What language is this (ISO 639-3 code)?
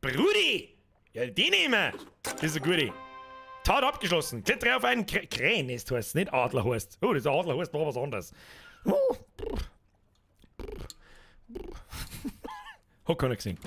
bar